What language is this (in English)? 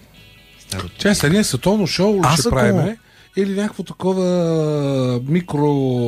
Bulgarian